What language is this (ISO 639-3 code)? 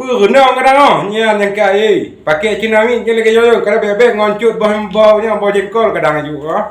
ace